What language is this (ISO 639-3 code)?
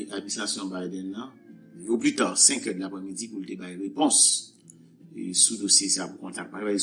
hat